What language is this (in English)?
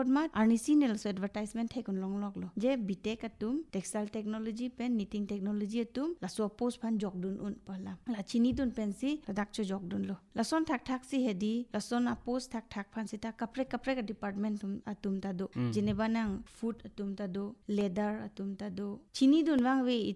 Karbi